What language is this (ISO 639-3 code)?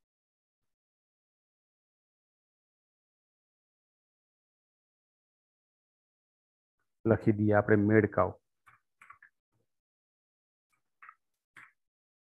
guj